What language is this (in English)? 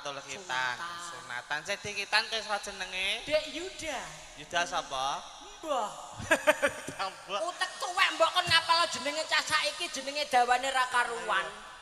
Javanese